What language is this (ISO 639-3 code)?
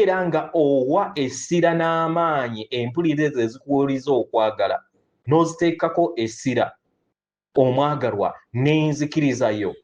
lug